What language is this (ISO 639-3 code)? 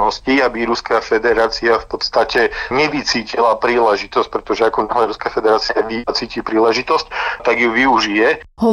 slk